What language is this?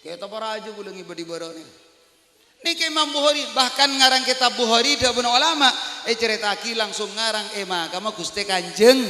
Madurese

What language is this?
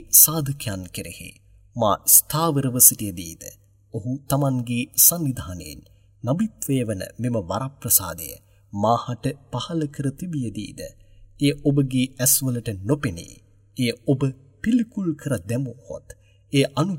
Sinhala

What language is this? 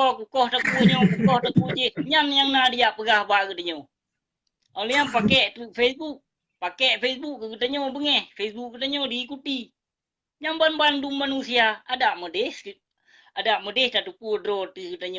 Achinese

